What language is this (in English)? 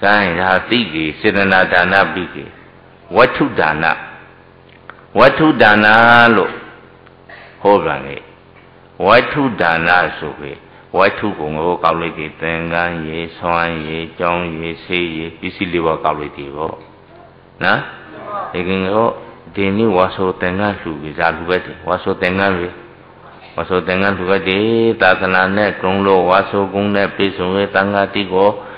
Burmese